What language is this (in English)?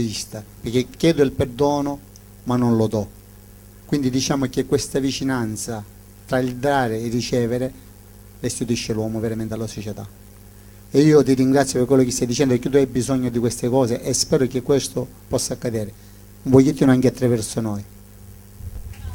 Italian